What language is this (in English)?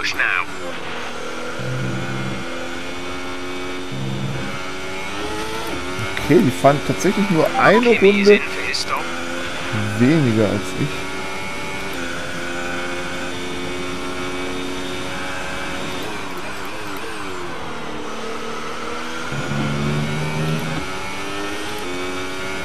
German